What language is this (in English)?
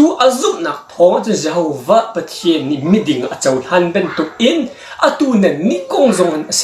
Hakha Chin